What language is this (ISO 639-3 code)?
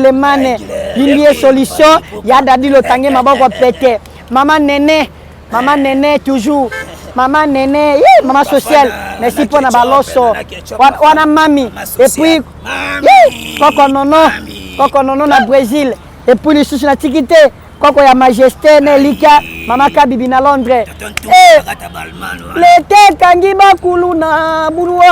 lin